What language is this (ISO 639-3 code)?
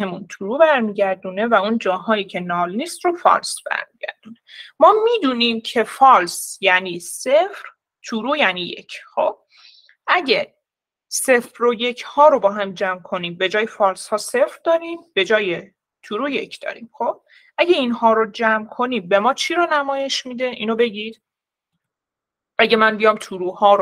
fas